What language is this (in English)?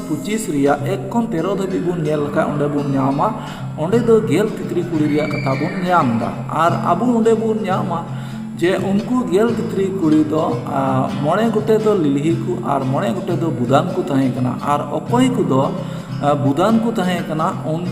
Santali